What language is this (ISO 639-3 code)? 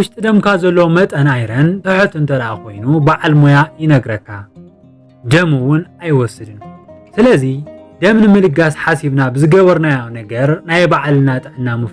tir